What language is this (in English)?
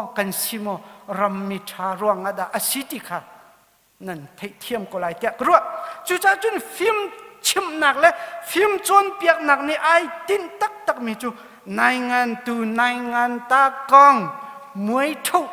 Hakha Chin